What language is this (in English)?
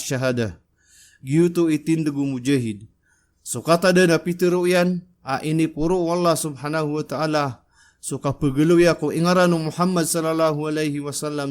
Maranao